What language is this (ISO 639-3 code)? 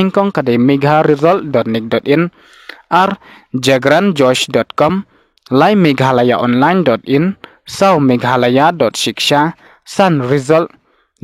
kha